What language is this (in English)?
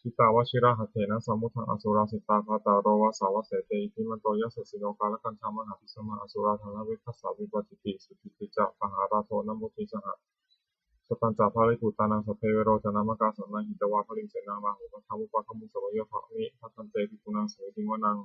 Pali